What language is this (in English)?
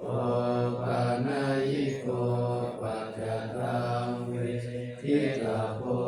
Pali